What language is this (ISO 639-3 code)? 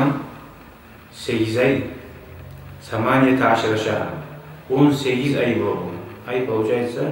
kum